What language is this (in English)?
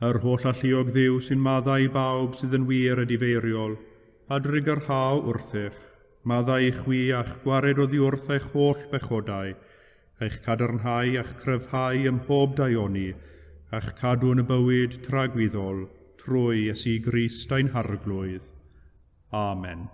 Welsh